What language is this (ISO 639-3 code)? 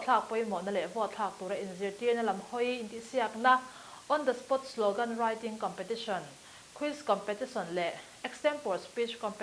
lus